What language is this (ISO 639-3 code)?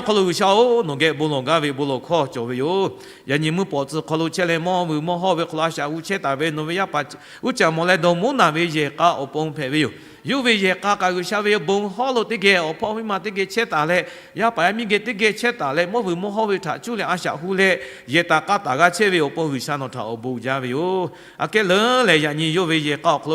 lhu